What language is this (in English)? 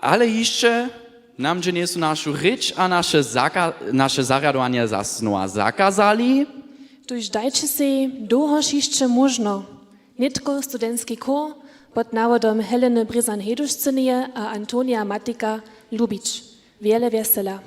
Upper Sorbian